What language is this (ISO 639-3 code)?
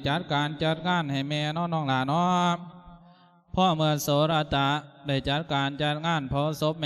lao